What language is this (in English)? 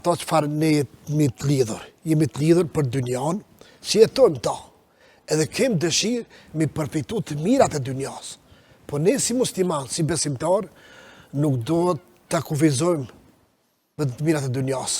Albanian